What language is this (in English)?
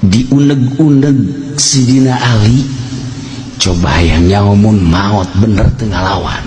Sundanese